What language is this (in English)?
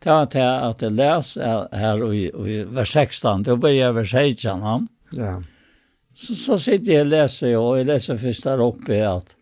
Faroese